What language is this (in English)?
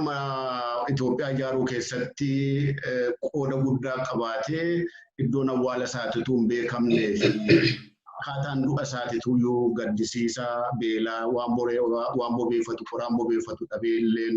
Oromo